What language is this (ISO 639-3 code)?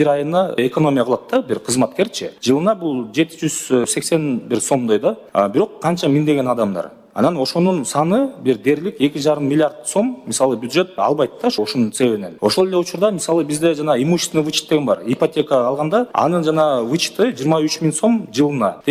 kir